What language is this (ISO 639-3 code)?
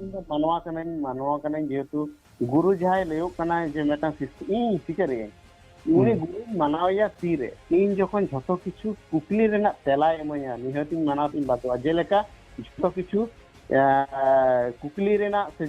sat